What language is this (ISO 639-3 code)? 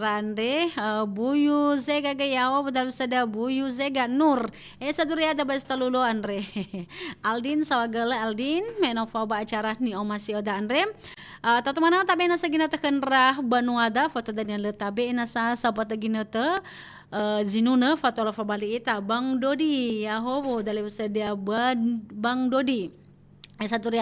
nia